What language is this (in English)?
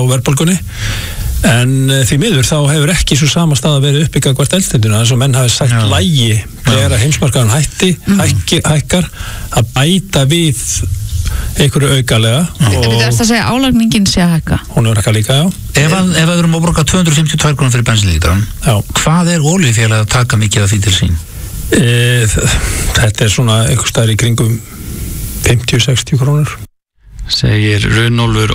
Icelandic